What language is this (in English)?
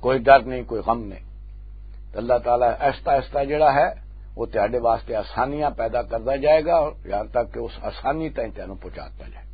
Western Panjabi